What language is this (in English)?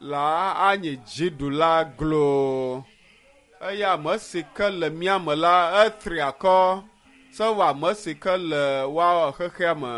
Ewe